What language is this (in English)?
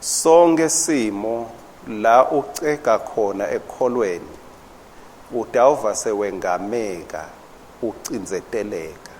Swati